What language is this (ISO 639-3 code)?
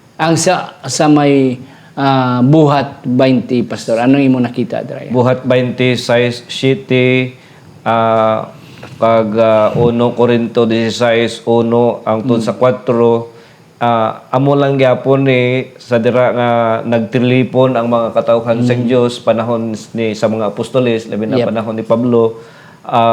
hil